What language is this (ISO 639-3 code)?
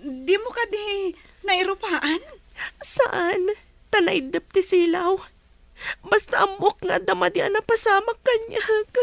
ilo